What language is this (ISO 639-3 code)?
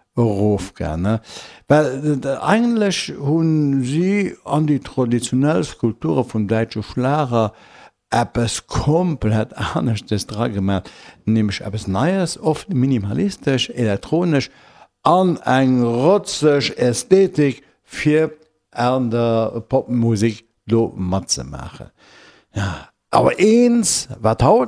ltz